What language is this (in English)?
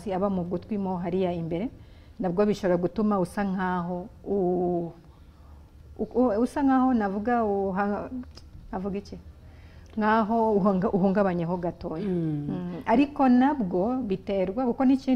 Kinyarwanda